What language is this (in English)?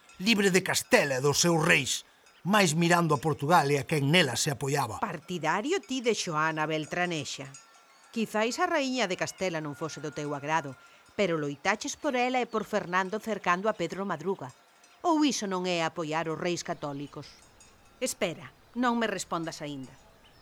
Galician